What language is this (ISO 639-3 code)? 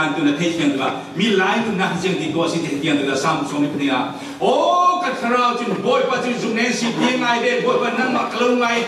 cfm